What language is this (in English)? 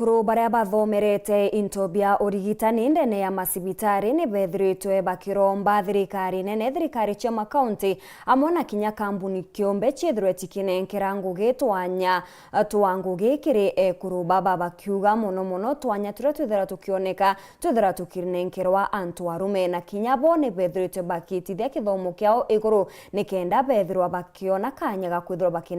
Meru